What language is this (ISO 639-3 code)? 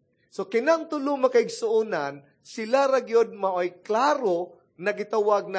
ceb